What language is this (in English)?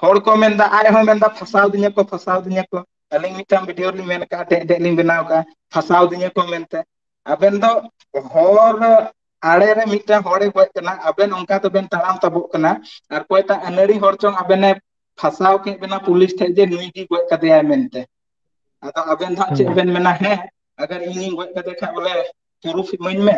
Santali